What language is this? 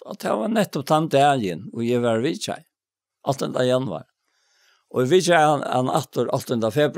Faroese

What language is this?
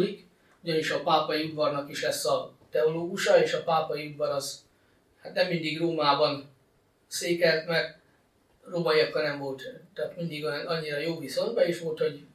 Hungarian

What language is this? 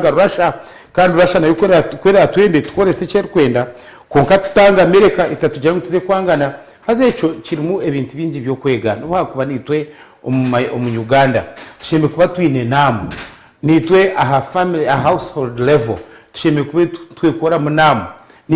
Nyankole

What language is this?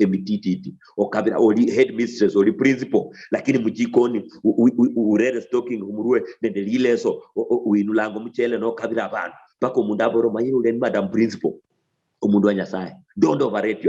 Luyia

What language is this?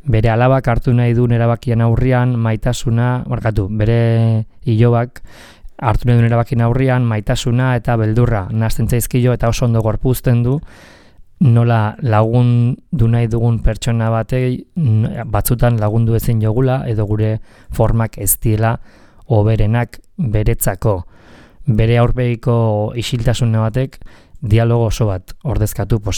Basque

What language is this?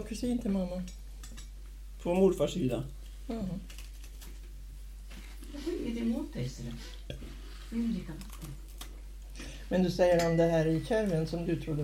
Swedish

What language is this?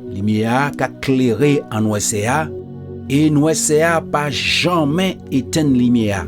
Guadeloupean Creole French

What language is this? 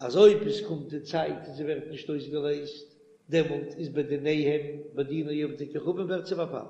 Yiddish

